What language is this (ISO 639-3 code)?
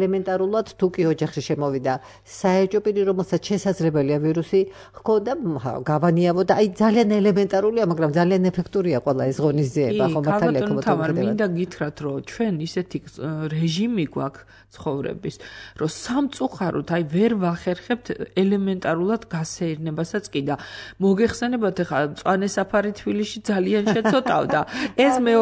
kat